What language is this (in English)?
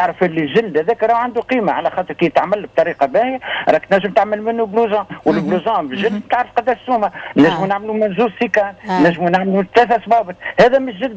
Tunisian Arabic